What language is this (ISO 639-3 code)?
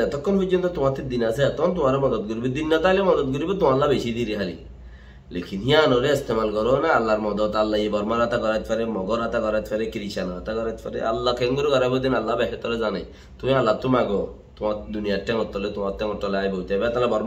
rhg